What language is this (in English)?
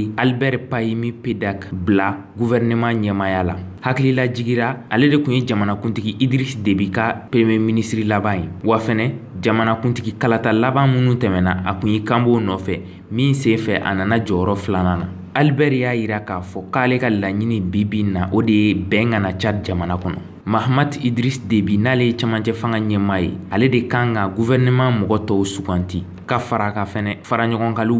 Bambara